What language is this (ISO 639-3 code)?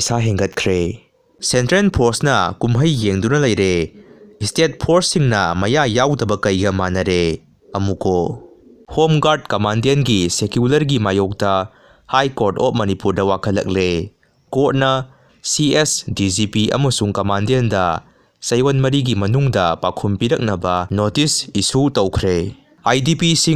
mni